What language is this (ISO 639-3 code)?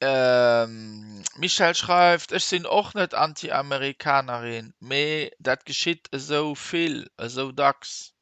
ltz